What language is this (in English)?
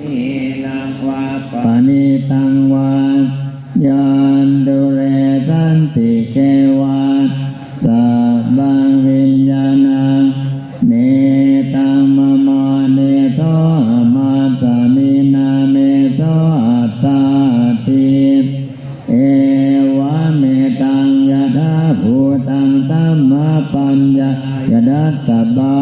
Pali